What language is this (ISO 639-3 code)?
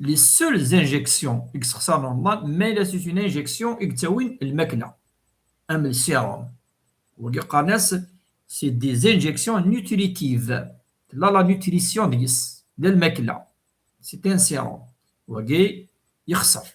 kab